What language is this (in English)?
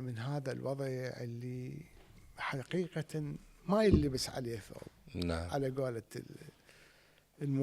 Mesopotamian Arabic